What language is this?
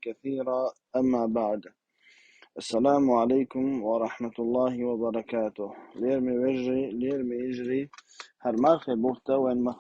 Chechen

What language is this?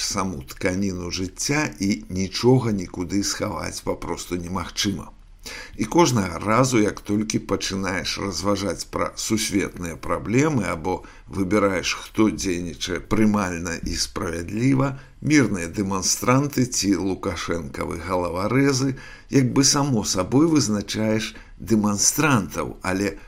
Belarusian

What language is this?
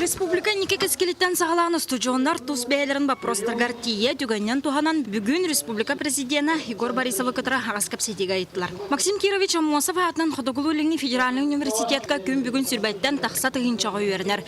Yakut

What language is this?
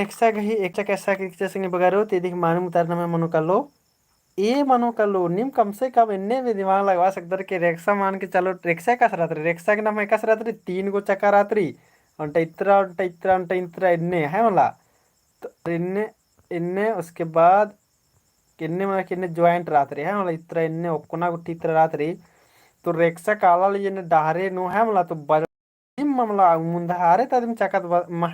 Kurukh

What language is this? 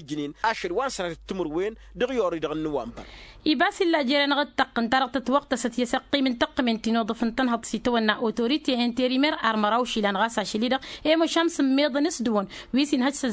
Tamasheq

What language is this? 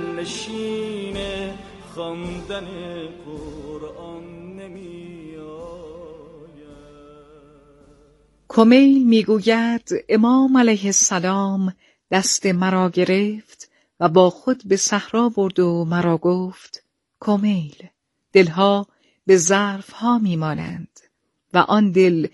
Persian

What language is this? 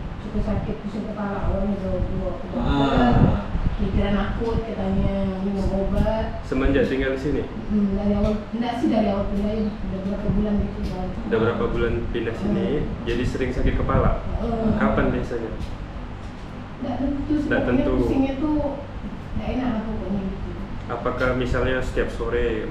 Indonesian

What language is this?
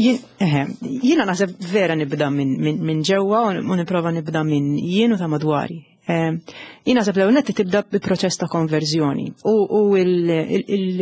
Maltese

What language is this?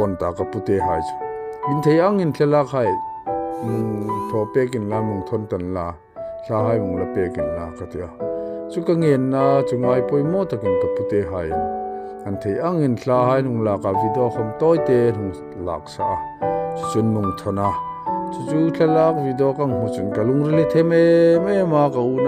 Hmar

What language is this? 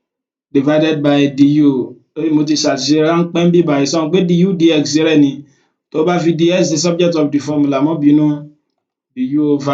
Yoruba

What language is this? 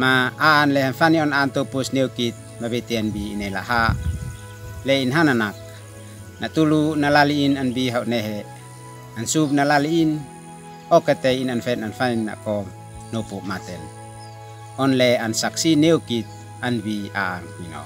Uab Meto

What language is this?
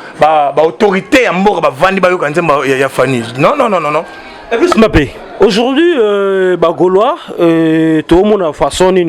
Lingala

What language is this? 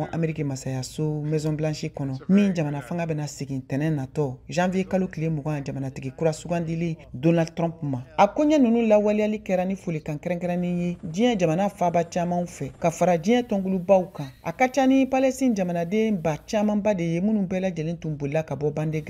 Bambara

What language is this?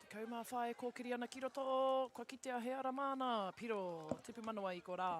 Māori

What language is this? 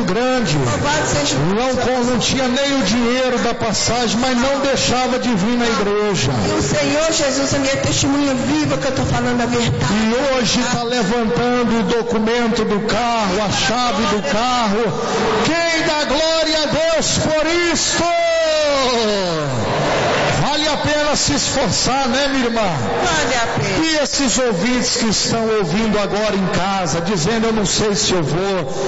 Portuguese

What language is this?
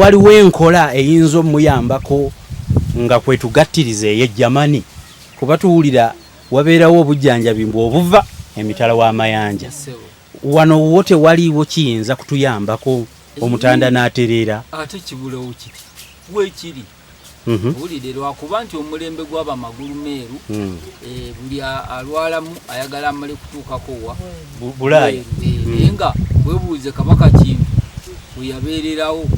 Ganda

